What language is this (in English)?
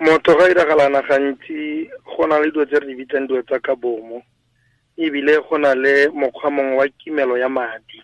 Tswana